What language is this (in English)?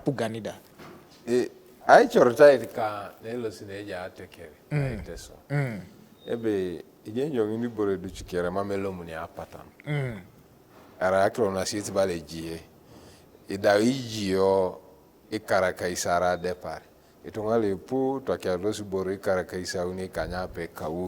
Teso